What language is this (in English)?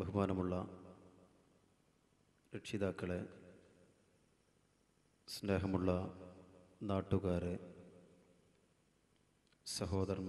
Malayalam